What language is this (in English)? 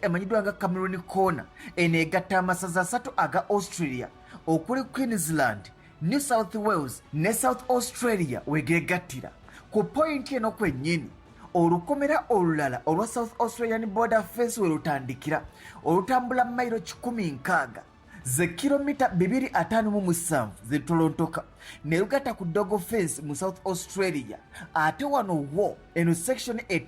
Ganda